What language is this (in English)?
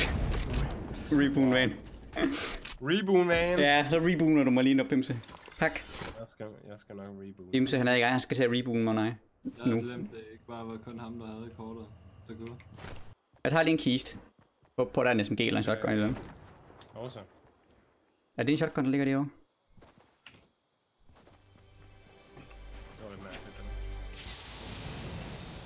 Danish